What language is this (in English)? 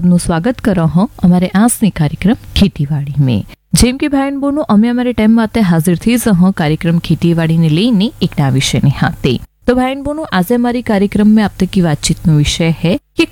Gujarati